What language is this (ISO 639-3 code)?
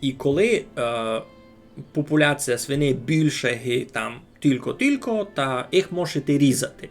rue